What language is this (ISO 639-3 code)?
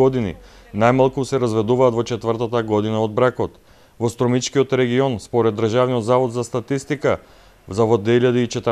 mkd